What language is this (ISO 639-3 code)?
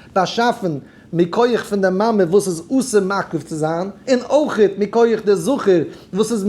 yid